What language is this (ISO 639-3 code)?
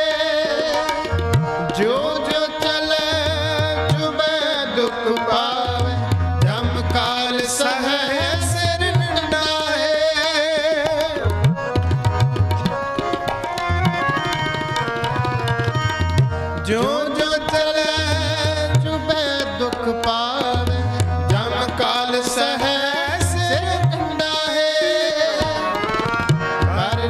pan